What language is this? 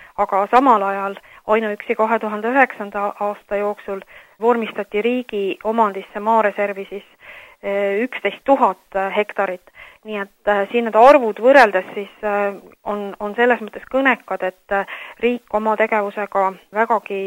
Estonian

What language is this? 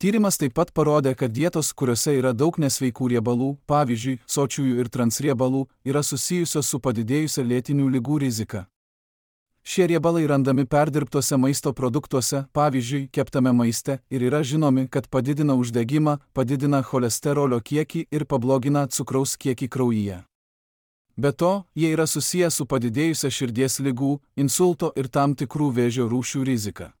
Lithuanian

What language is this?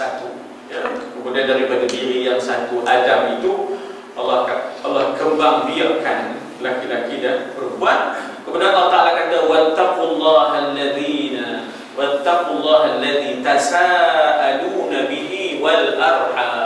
Malay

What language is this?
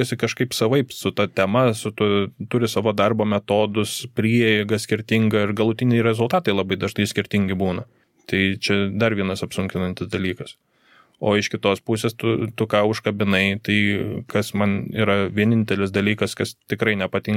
Lithuanian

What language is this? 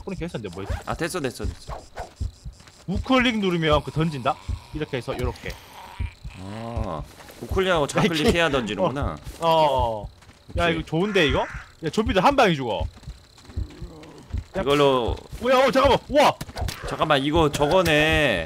Korean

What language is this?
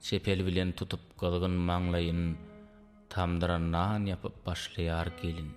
Turkmen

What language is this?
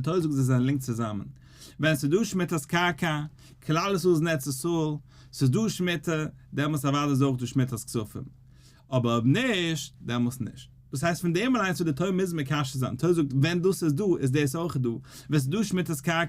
Yiddish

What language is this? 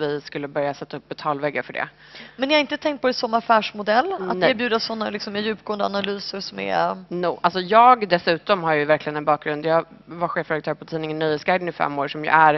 Swedish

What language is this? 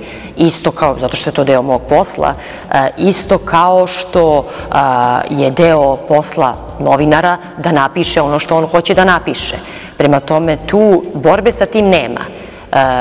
Serbian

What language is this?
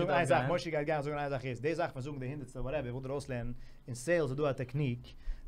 Yiddish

